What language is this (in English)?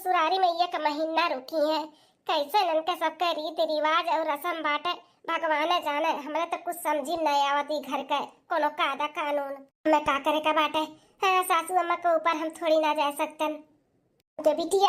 Bhojpuri